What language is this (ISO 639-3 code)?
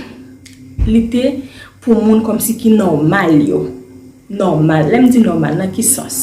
hat